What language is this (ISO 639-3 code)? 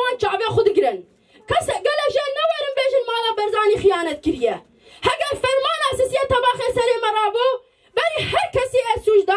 kur